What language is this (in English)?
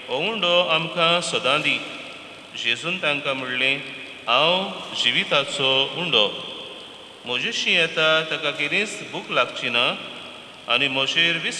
Konkani